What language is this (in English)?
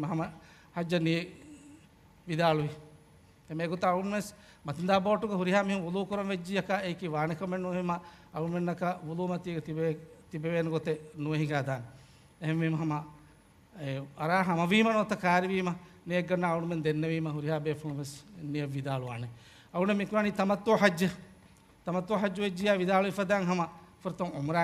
Divehi